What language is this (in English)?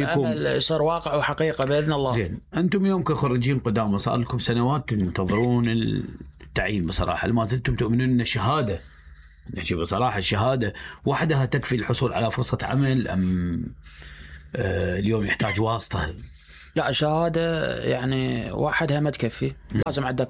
Mesopotamian Arabic